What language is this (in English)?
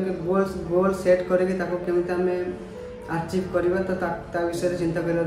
Odia